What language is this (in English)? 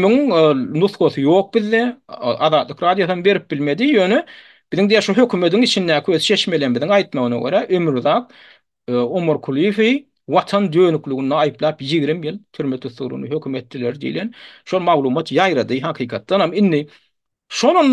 Turkmen